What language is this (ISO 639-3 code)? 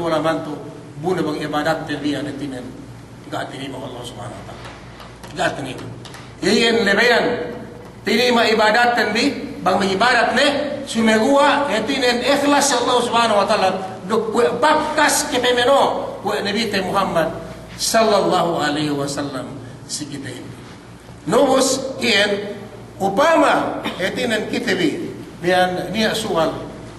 yka